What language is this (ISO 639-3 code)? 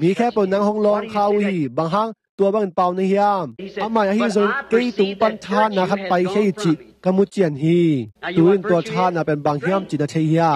ctd